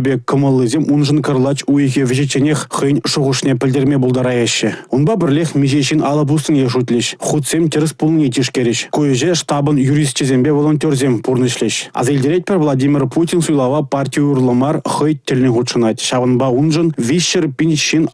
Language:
Chuvash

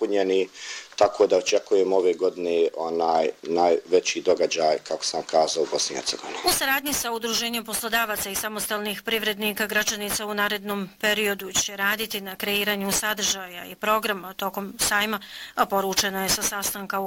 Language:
Bosnian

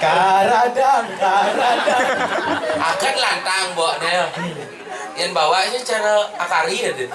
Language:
Balinese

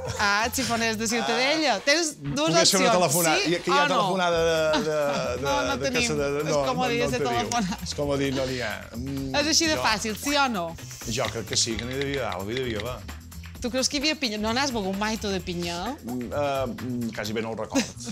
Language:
Catalan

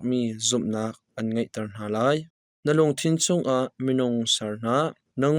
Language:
Hakha Chin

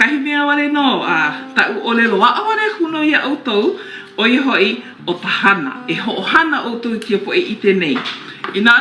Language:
Hawaiian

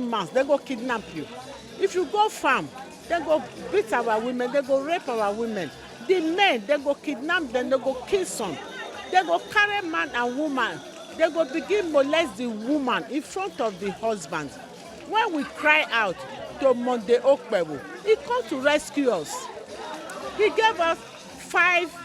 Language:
Nigerian Pidgin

